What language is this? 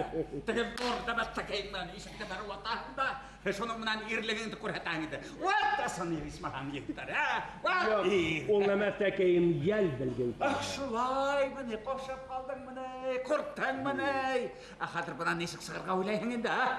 Bashkir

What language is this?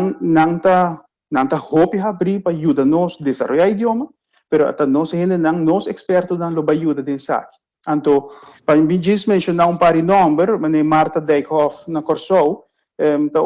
Papiamento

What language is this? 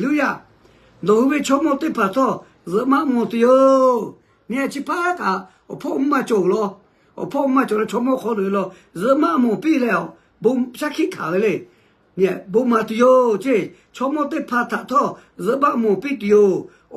Lahu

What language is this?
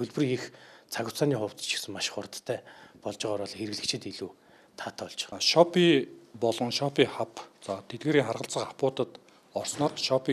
Mongolian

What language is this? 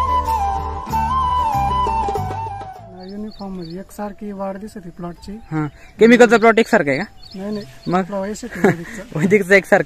Marathi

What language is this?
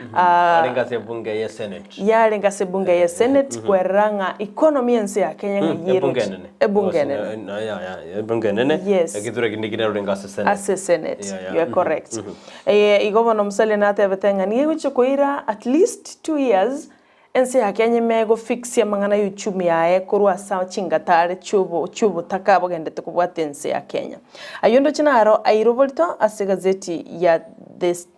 Gusii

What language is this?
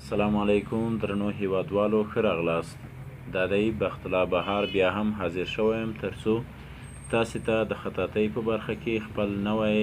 Pashto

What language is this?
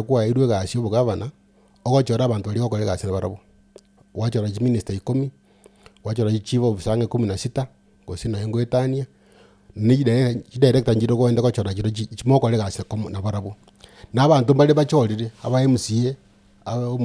Gusii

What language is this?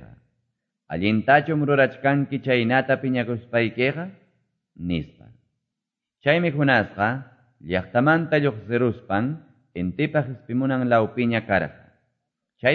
Quechua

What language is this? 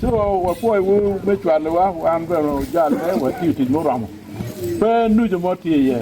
Acoli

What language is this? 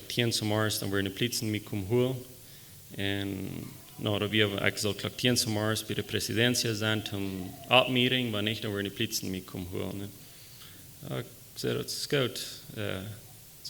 Plautdietsch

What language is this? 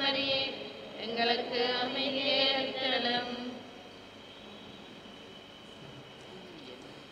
Tamil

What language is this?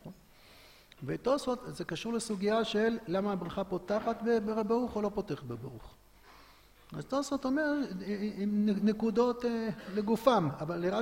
Hebrew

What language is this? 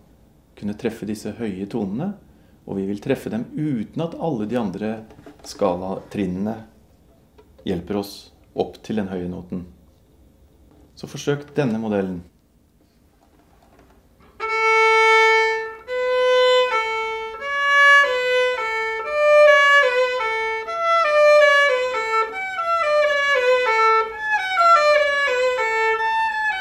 Norwegian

